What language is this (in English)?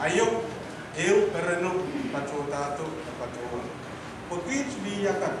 Pohnpeian